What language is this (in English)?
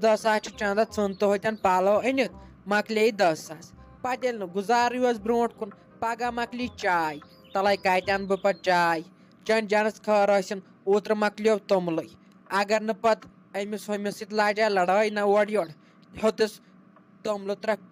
Kashmiri